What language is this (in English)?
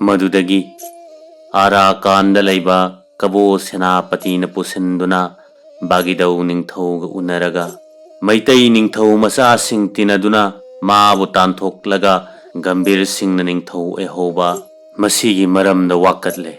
Manipuri